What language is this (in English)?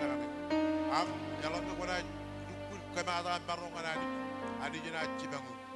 Marshallese